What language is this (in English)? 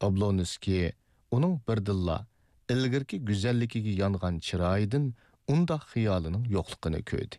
Uyghur